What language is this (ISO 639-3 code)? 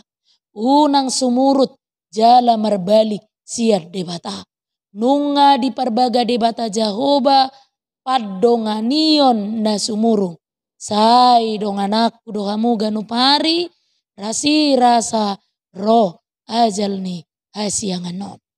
bbc